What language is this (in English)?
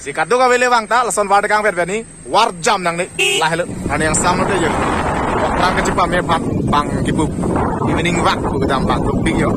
Karbi